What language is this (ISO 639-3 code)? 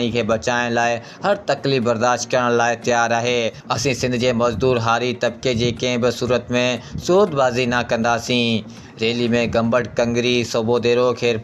snd